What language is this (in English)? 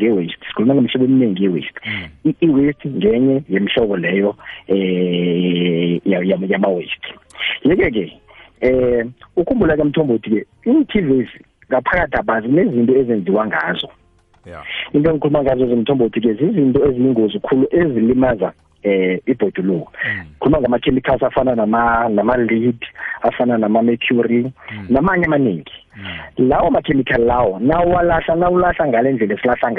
South Ndebele